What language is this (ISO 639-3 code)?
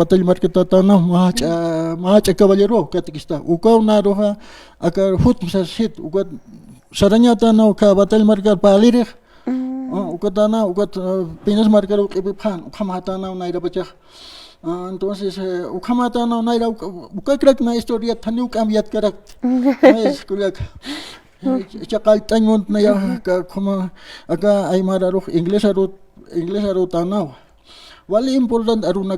aym